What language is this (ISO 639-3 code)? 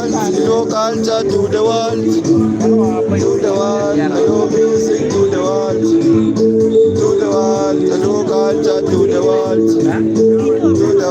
ach